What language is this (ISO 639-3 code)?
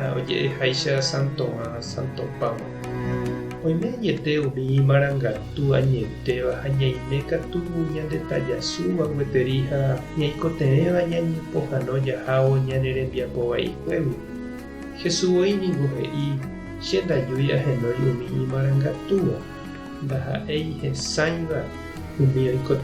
grn